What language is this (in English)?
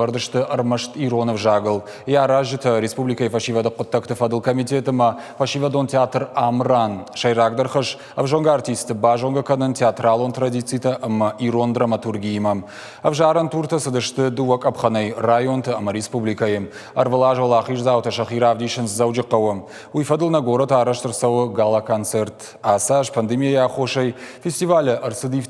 Ossetic